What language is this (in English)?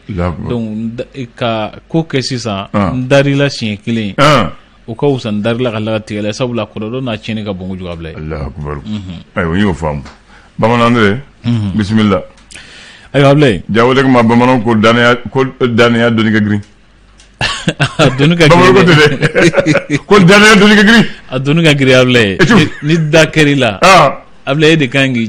Bambara